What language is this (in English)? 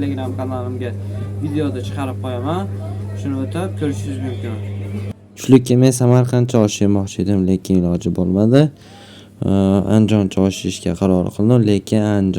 Uzbek